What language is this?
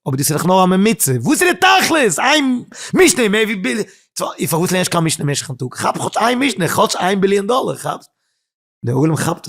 Yiddish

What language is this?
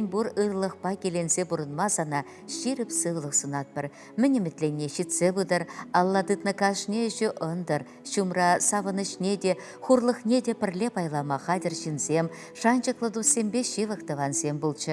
Chuvash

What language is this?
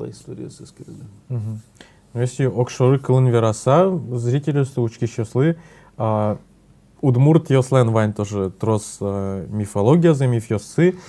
Udmurt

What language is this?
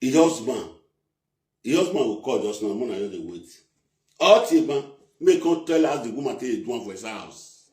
Nigerian Pidgin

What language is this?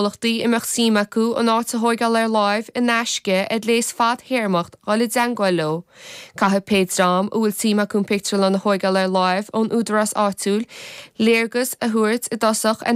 Irish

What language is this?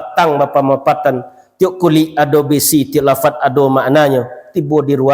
Minangkabau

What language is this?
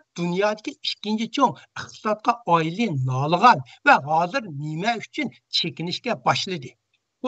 Uyghur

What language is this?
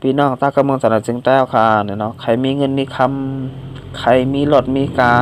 Shan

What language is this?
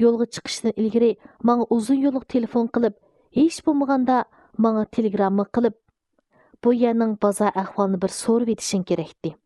Uyghur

